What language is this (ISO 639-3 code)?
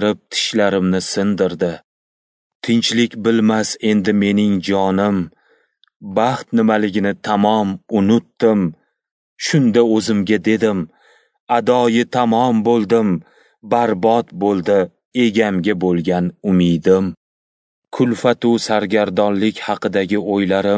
uzb